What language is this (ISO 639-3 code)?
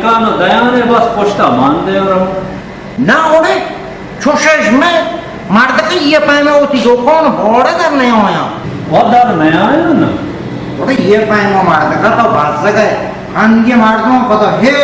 bal